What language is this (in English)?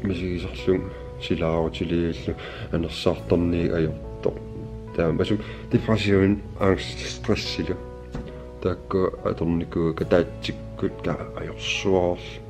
Kalaallisut